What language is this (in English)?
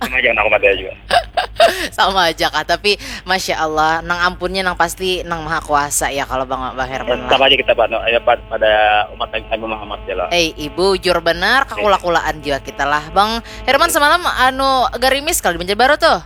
Banjar